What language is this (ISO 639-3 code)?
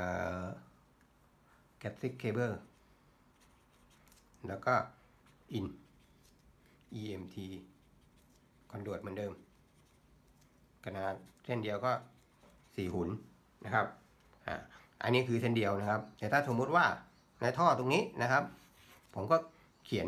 tha